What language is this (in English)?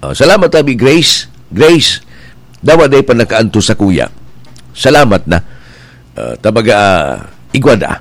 Bikol